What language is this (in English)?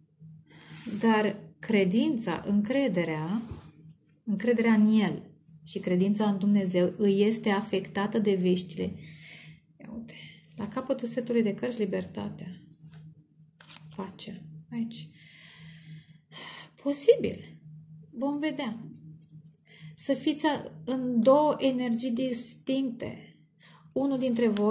Romanian